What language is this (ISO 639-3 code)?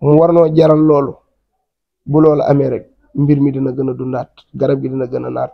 wol